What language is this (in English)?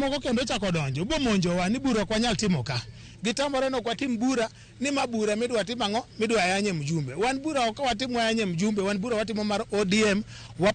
Luo (Kenya and Tanzania)